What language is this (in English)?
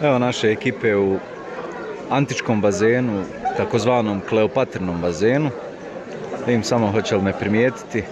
Bosnian